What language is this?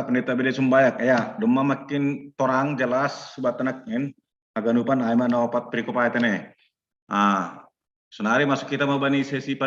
Batak Simalungun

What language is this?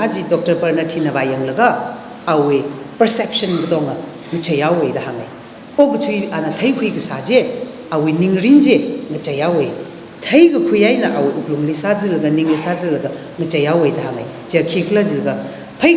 Tangkhul Naga (India)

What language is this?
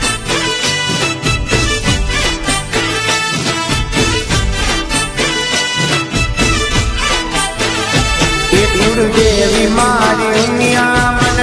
Gujarati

